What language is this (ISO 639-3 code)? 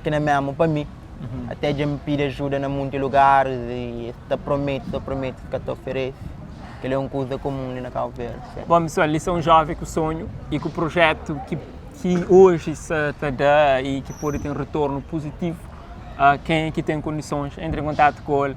kea